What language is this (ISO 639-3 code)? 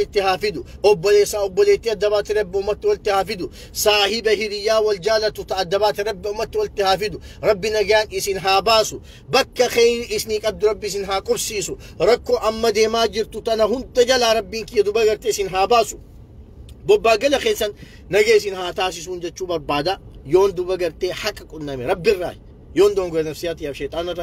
orm